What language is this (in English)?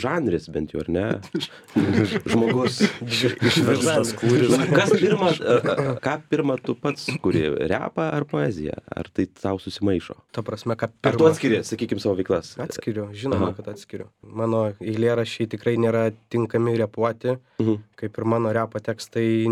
Lithuanian